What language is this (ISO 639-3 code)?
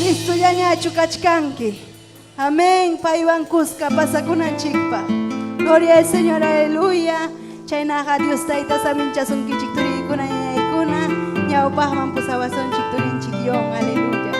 quy